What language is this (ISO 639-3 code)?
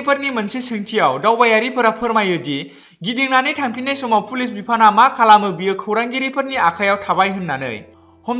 brx